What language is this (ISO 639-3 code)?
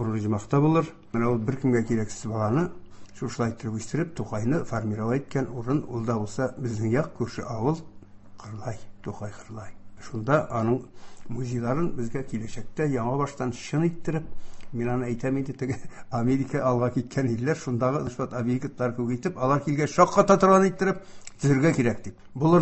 tat